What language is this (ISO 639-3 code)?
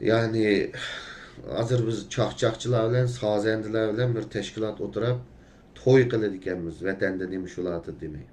uig